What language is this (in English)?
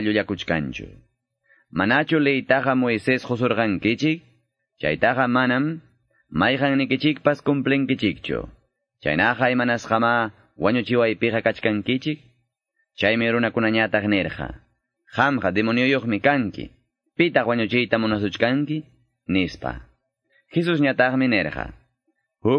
Quechua